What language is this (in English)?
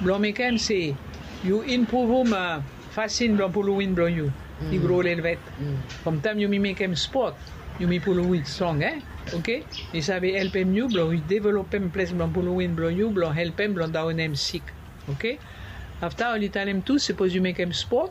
Bislama